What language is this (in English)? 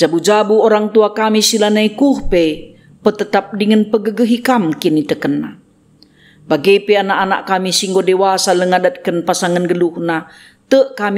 Batak Karo